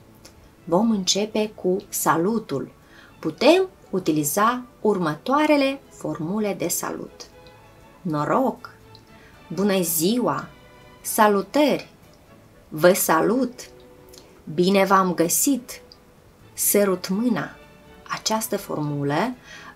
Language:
Romanian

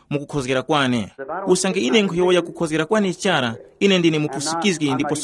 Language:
Tumbuka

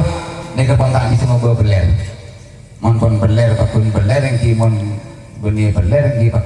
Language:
Madurese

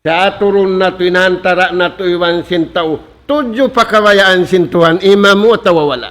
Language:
Tausug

